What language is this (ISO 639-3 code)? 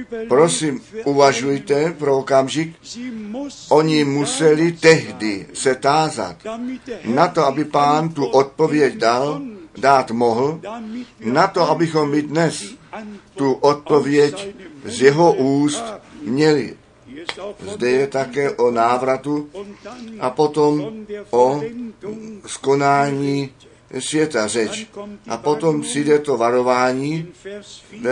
ces